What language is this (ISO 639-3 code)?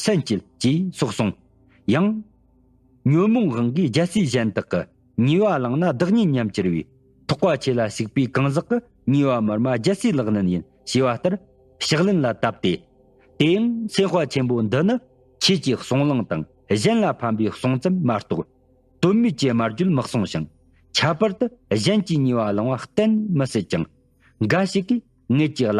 bod